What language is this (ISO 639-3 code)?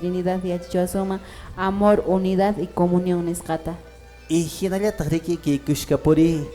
que